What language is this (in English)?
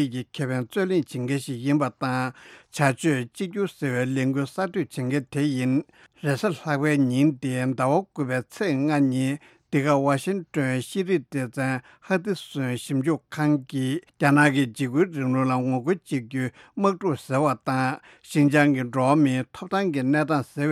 Tibetan